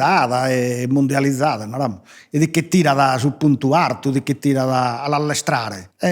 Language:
Sardinian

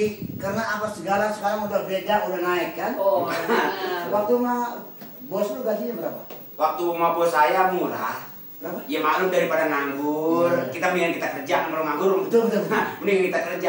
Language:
Betawi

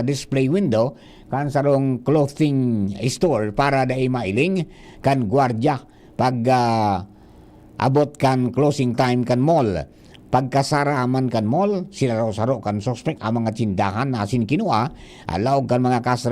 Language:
Bikol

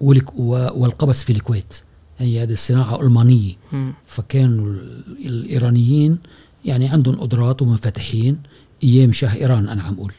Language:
Gulf Arabic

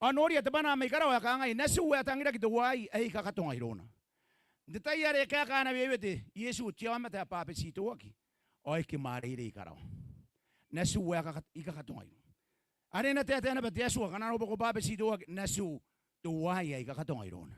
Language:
Gilbertese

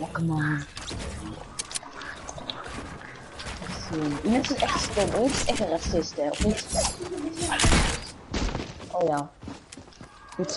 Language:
Dutch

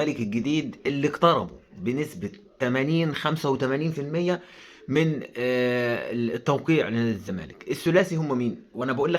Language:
Egyptian Arabic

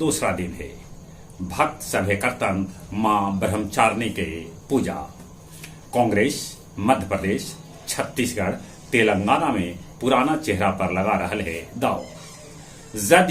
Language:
Magahi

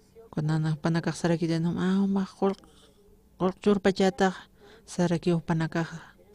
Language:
Aymara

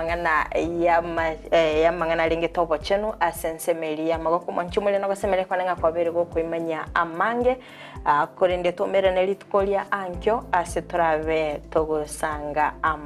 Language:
Gusii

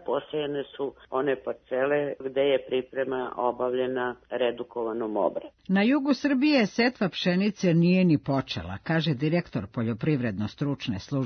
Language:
Serbian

